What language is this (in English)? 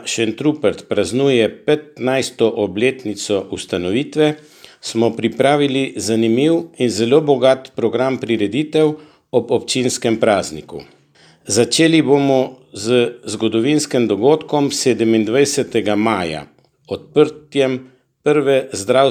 Slovenian